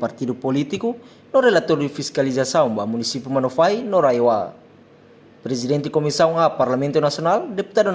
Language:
Tetum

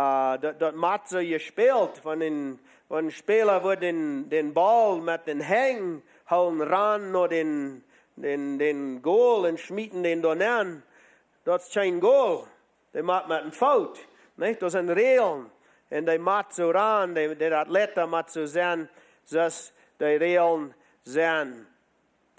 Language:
Plautdietsch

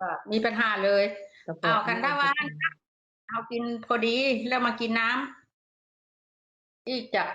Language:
Northeastern Thai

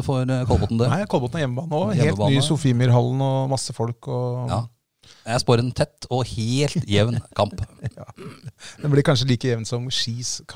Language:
Norwegian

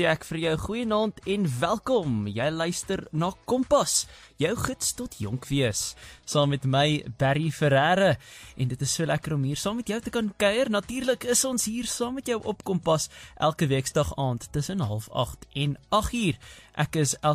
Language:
Afrikaans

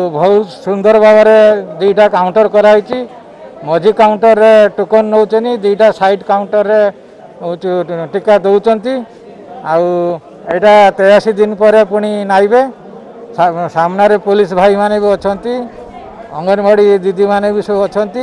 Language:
Odia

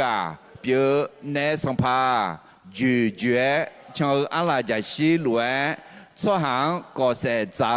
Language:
Akha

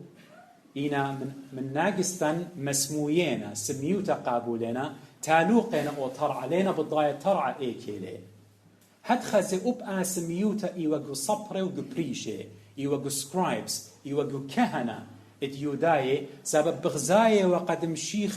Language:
Assyrian Neo-Aramaic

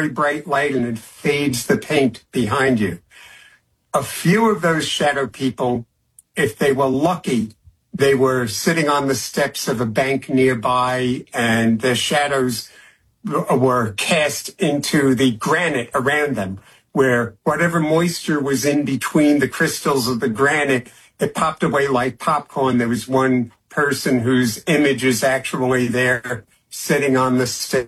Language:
English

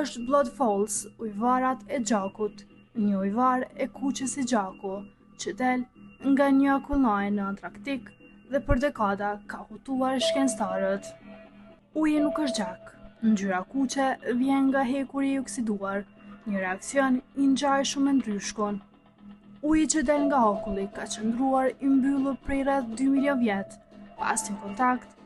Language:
Albanian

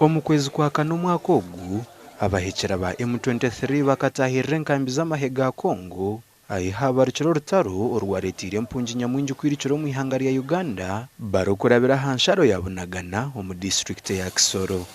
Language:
Nyankole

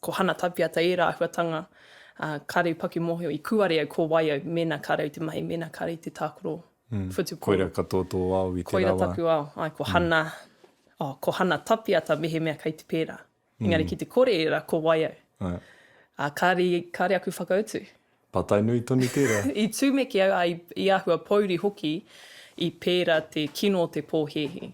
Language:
Māori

